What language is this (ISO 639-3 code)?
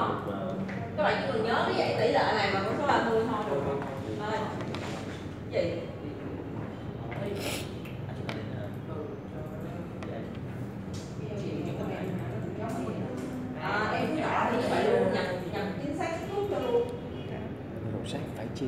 vie